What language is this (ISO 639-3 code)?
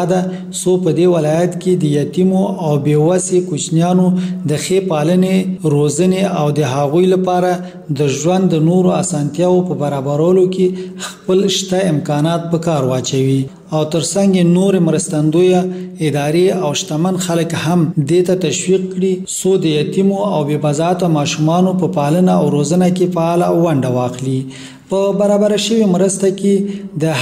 pus